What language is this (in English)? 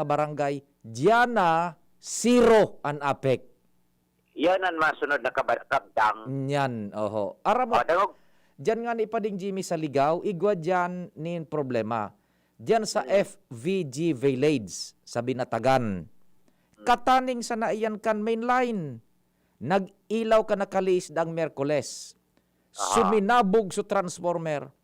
Bikol